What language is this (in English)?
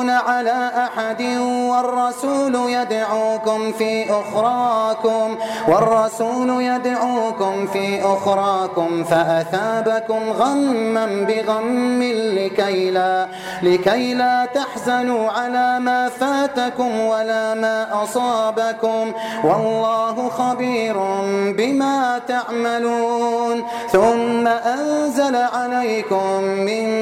Arabic